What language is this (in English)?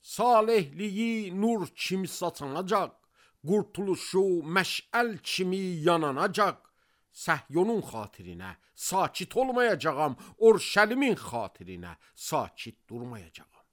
Azerbaijani